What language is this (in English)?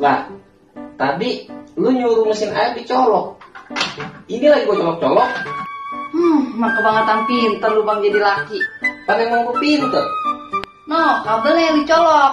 Betawi